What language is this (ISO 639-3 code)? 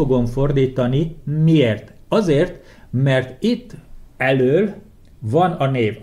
hun